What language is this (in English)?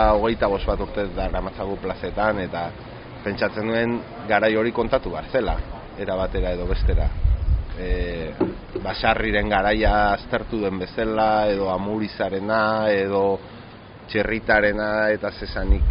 Basque